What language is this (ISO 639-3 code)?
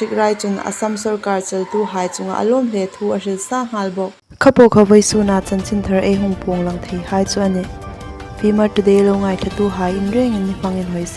hmr